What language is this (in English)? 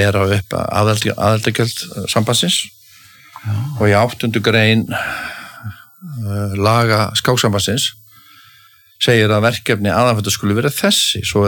Icelandic